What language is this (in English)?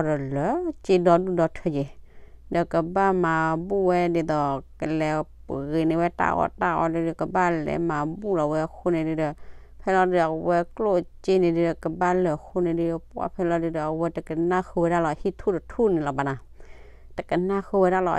S'gaw Karen